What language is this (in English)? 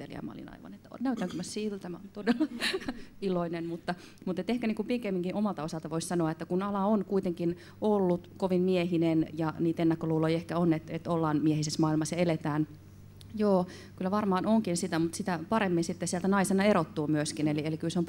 Finnish